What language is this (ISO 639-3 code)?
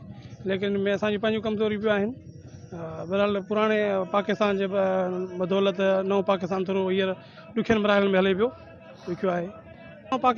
snd